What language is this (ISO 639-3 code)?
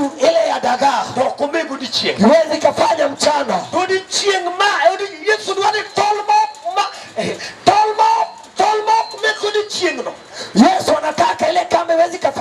luo